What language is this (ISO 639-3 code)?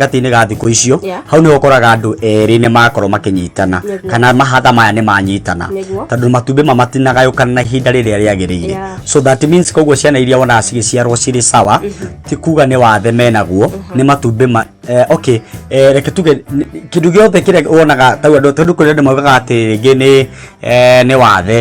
kik